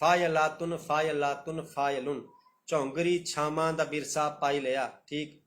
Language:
Dogri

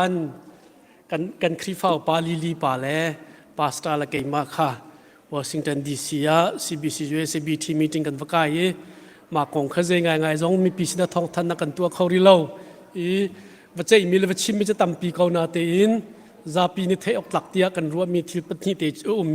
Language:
Hakha Chin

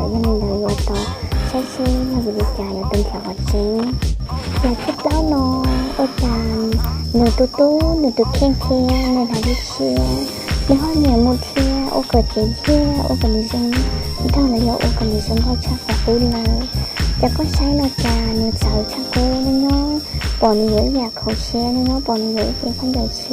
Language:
Hmong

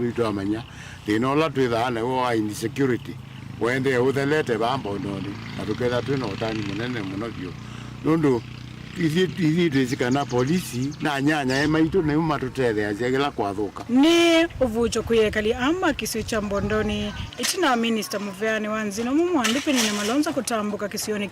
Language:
Kamba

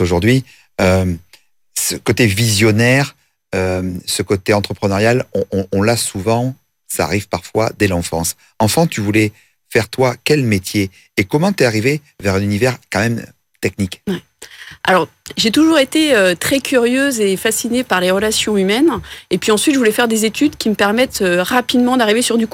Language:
French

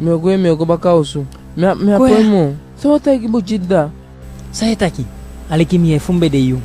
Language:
Eastern Maroon Creole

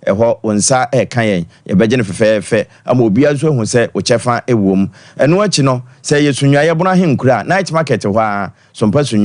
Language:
Akan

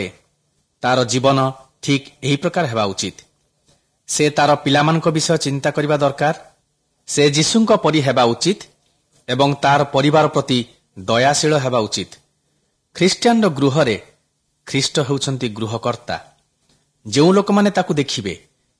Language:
Odia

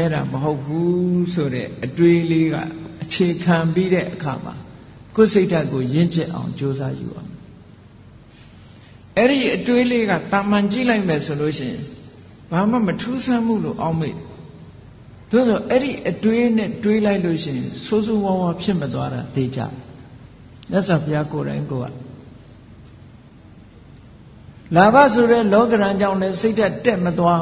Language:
Burmese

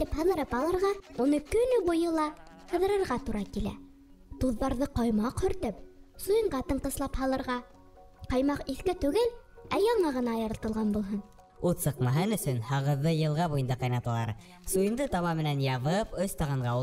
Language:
Bashkir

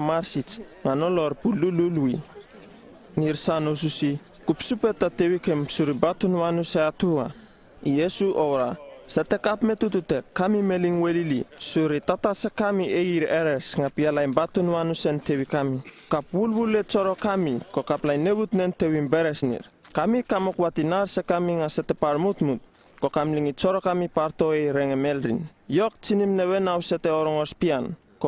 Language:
Uripiv-Wala-Rano-Atchin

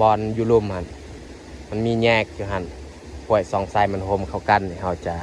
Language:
Lao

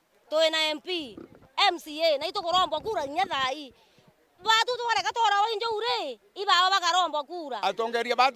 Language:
Meru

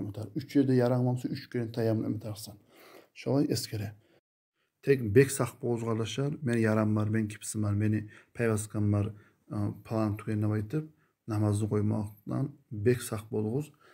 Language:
Kumyk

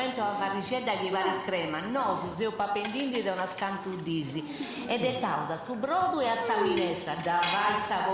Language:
Sardinian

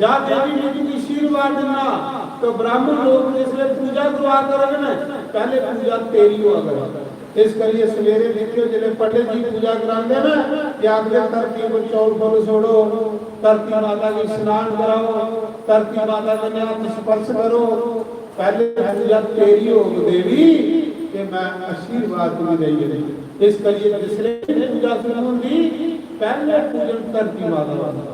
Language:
Dogri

